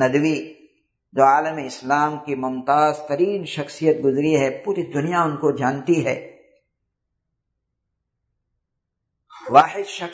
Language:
Urdu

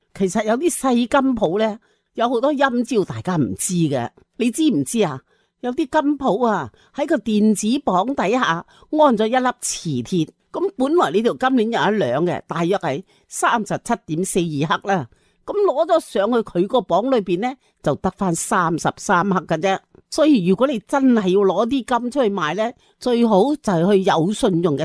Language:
Cantonese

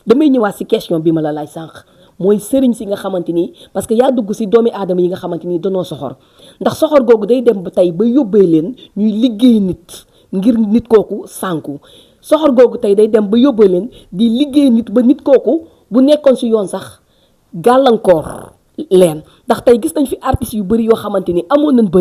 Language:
Wolof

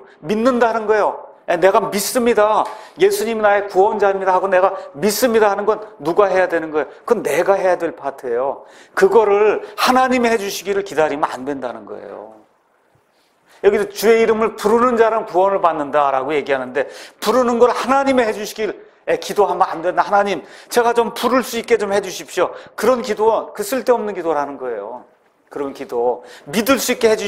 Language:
Korean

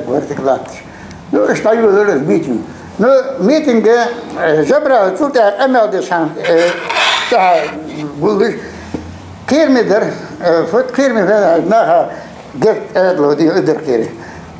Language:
Ingush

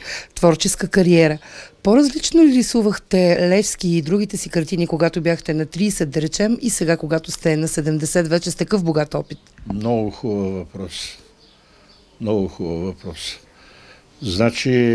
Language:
Bulgarian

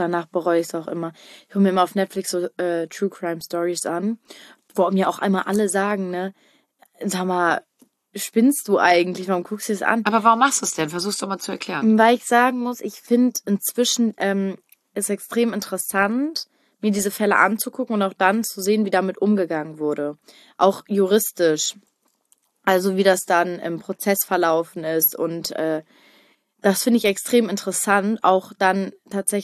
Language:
German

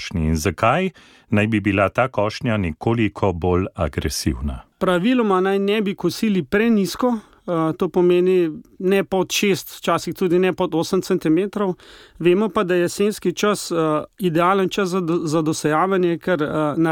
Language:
Slovenian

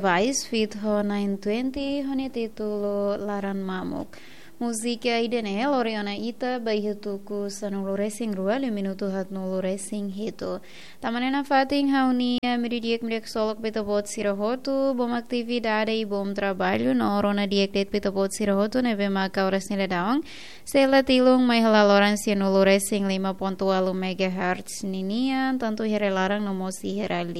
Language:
Tetum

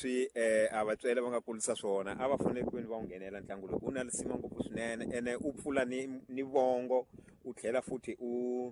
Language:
Tsonga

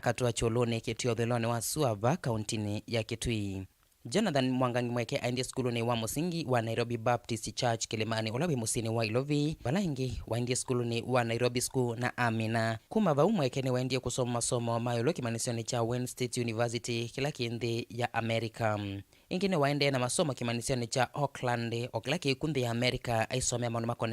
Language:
Kamba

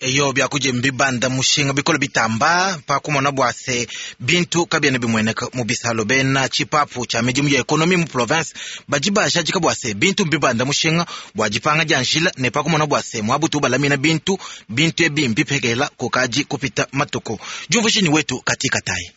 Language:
Luba-Lulua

